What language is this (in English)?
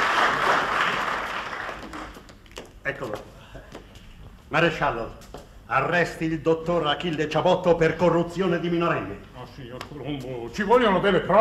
Italian